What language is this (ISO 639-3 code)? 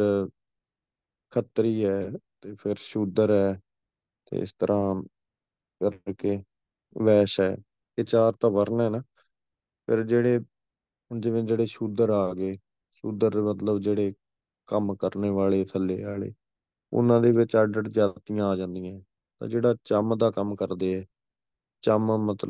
pan